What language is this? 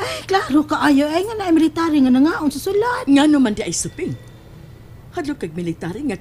Cebuano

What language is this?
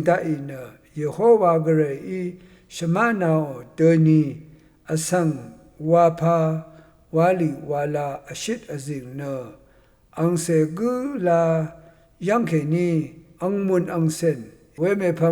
Rawang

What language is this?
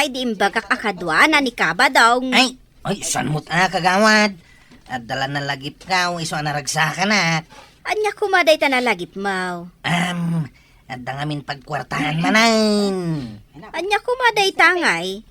Iloko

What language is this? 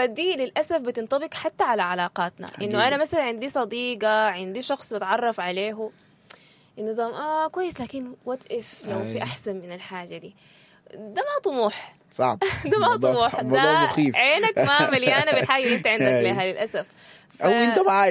Sudanese Arabic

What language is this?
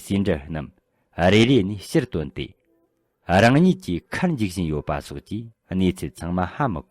Tibetan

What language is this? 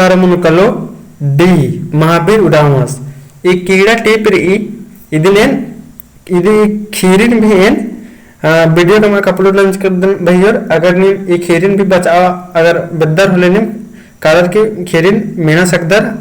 Kurukh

